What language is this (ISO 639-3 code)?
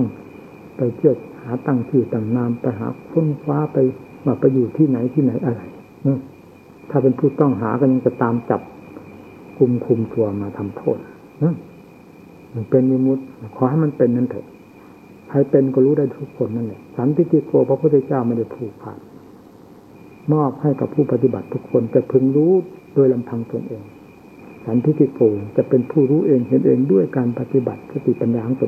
tha